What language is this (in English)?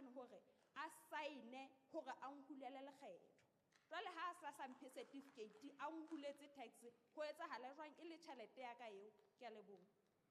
Southern Sotho